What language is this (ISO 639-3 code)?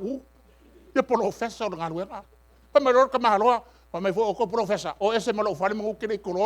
smo